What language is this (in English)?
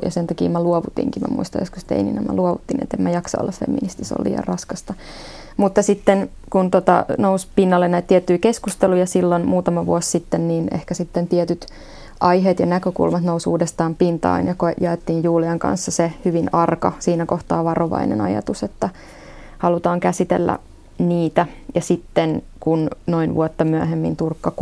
Finnish